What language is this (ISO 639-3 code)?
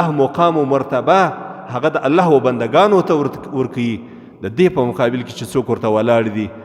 pus